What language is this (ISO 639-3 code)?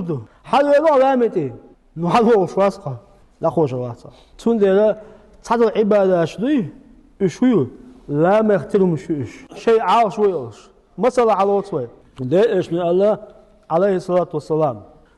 che